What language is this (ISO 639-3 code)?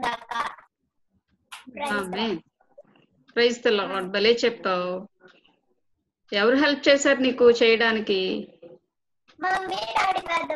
tel